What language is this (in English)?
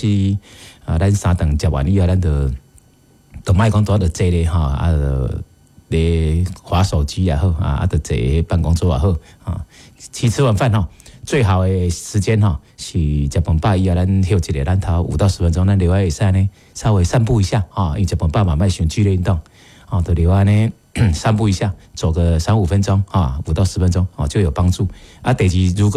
Min Nan Chinese